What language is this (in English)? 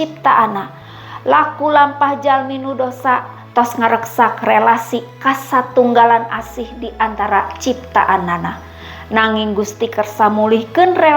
Sundanese